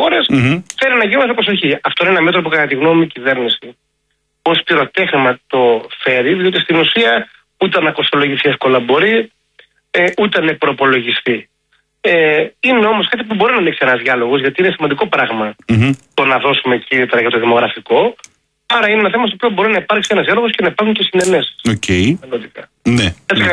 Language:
Greek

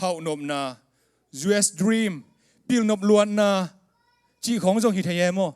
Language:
Tedim Chin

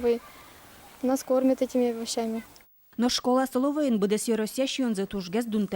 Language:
Udmurt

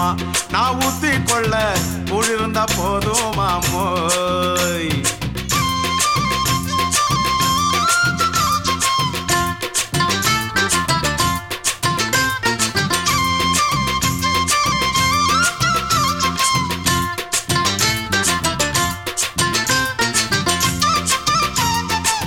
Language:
Tamil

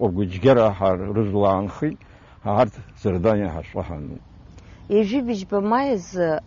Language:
Abkhazian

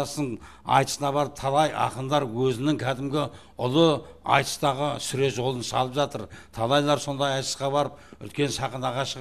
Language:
Kazakh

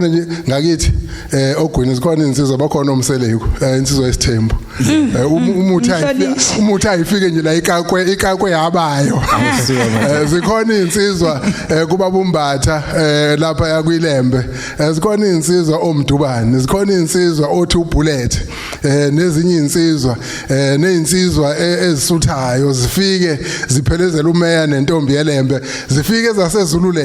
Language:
Zulu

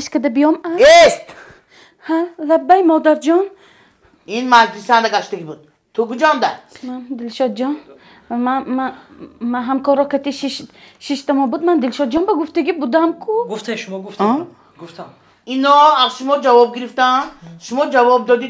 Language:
Tajik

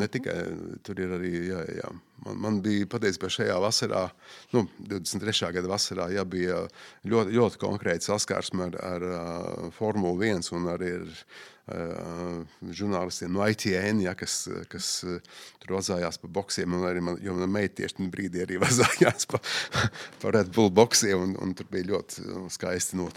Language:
Latvian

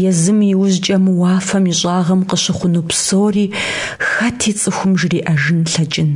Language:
Kabardian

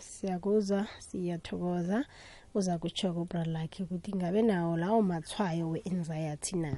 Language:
South Ndebele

